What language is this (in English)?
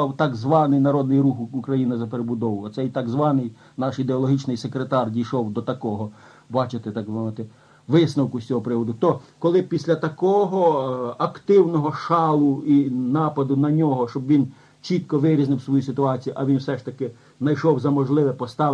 Ukrainian